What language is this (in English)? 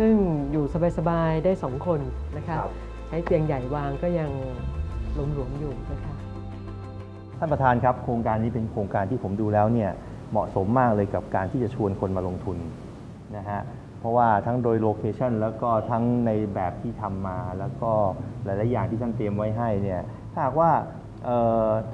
Thai